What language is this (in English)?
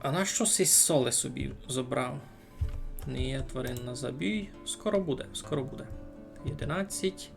Rusyn